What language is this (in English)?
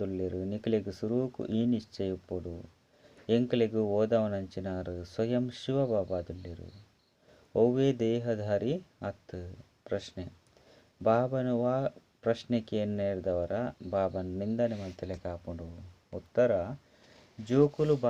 Tulu